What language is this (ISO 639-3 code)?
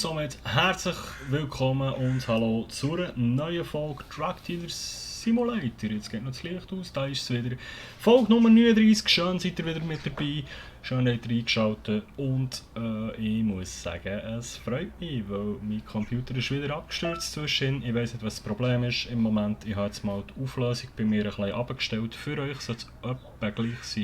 gsw